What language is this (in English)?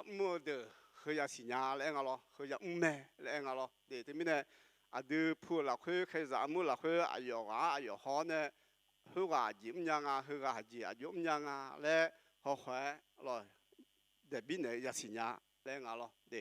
Akha